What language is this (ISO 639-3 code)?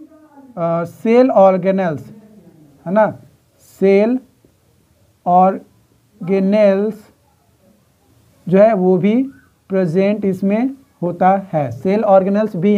hin